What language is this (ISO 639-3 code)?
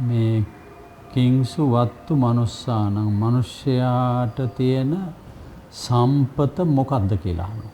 sin